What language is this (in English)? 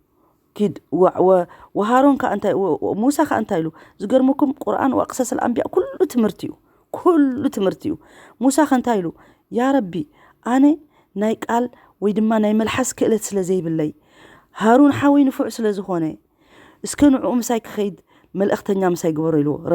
Tigrinya